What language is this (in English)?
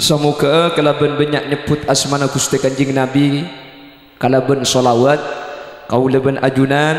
Madurese